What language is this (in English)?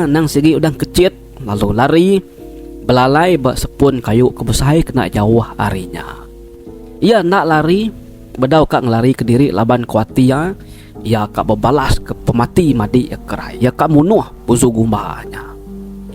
Iban